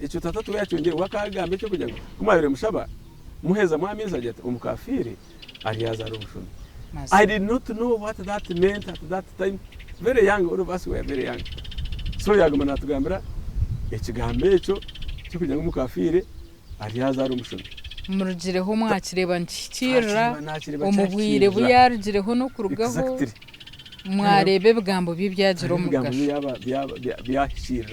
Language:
Nyankole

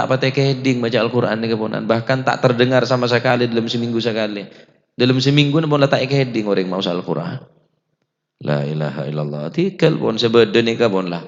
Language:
Madurese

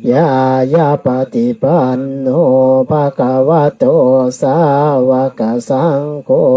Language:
Pali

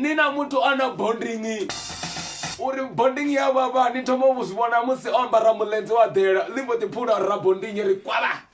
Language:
Venda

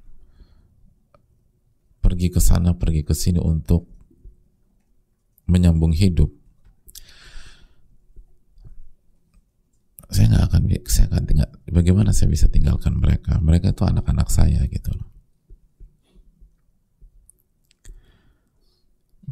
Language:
Indonesian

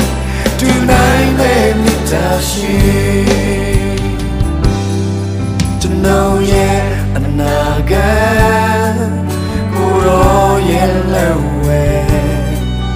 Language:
Burmese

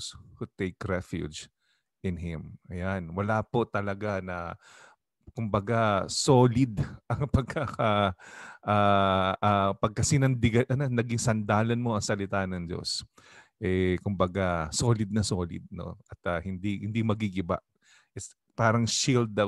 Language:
Filipino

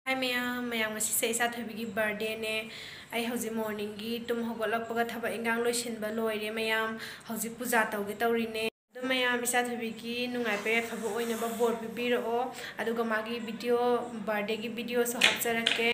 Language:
Manipuri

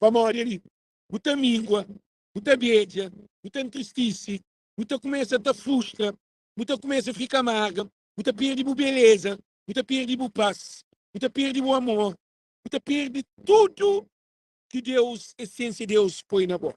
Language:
Kabuverdianu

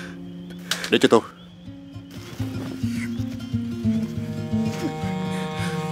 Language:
Vietnamese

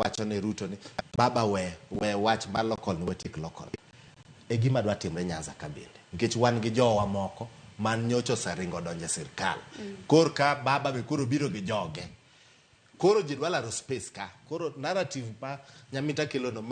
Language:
Luo (Kenya and Tanzania)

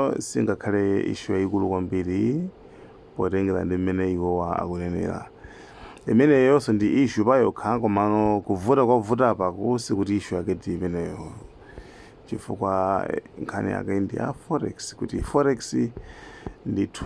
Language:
Nyanja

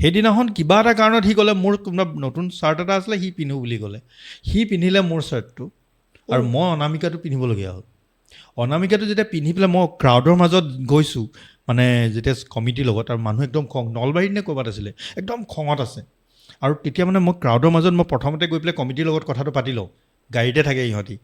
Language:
Assamese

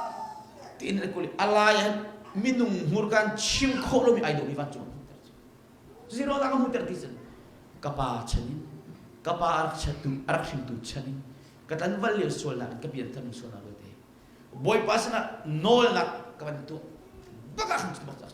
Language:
Hakha Chin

